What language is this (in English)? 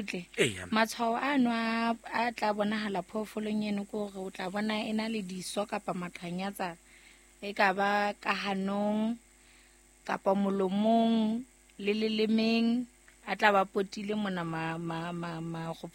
Southern Sotho